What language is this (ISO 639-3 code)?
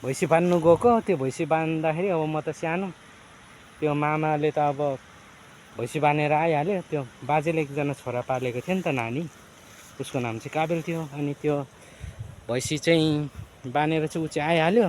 nep